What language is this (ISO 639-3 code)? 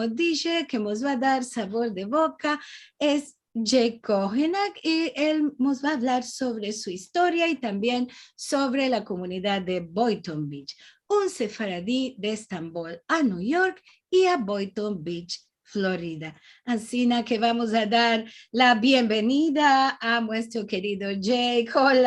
lad